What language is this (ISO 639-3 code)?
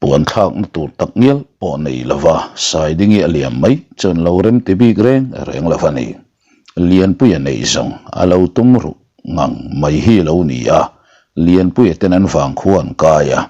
lus